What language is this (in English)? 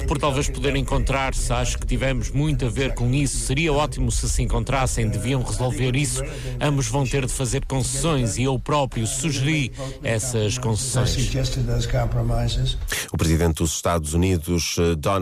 Portuguese